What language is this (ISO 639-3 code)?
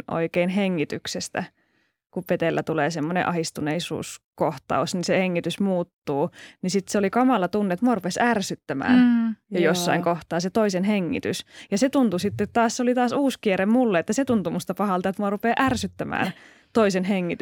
fin